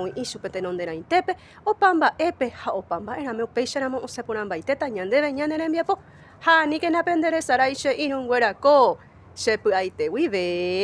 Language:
Guarani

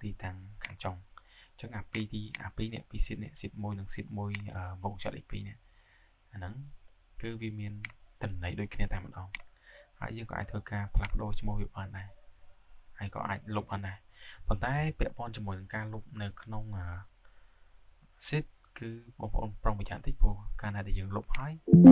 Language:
Khmer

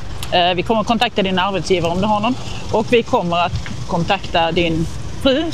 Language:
Swedish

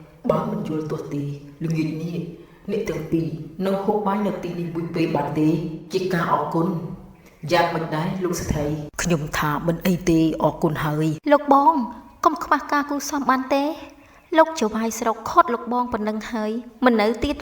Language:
Khmer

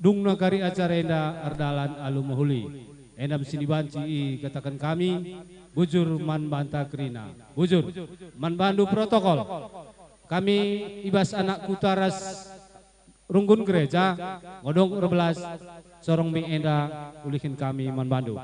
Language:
Batak Karo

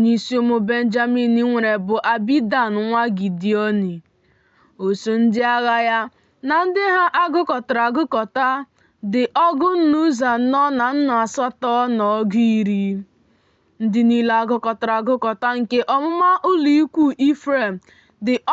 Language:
Igbo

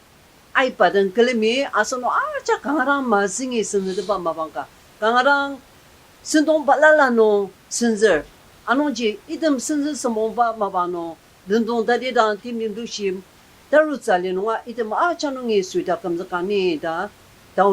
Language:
Ao Naga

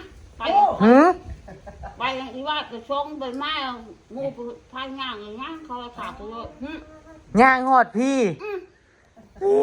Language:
Northeastern Thai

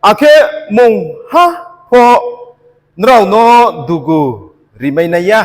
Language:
Riang (India)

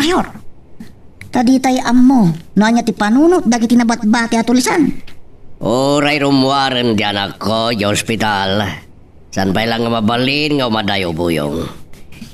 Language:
Iloko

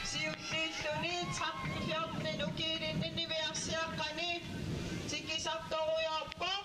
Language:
Kalaallisut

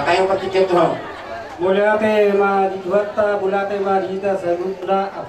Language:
Batak Toba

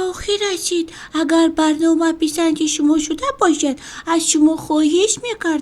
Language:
Tajik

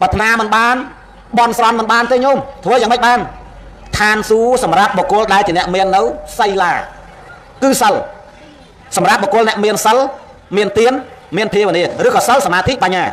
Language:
Khmer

